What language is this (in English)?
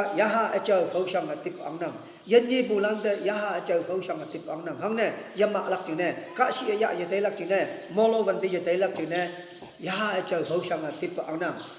Konyak Naga